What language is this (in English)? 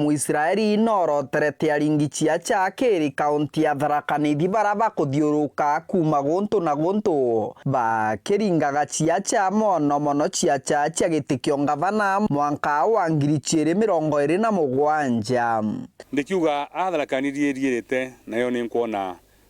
Meru